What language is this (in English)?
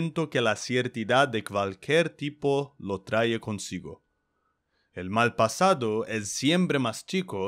Ladino